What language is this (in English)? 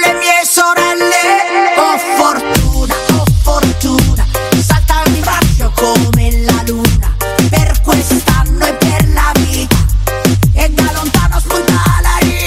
Italian